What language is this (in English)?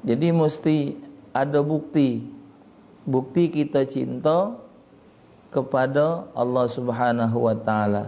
Musi